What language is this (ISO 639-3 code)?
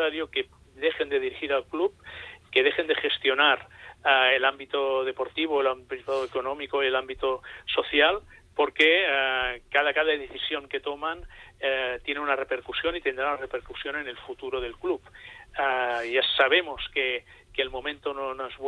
spa